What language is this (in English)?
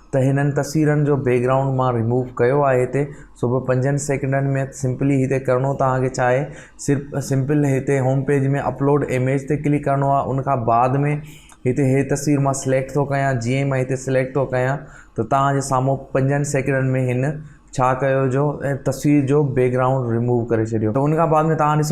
Sindhi